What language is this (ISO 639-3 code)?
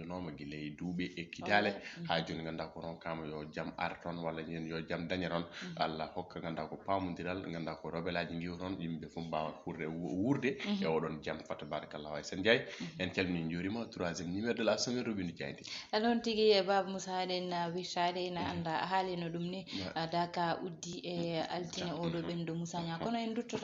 ful